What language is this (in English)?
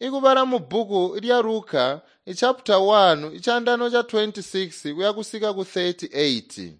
Tonga (Zambia)